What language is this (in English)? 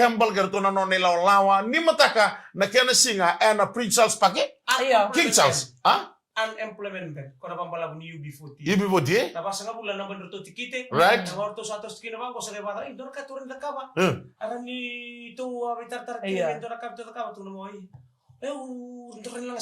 Fijian